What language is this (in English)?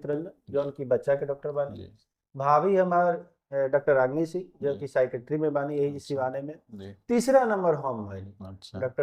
Bhojpuri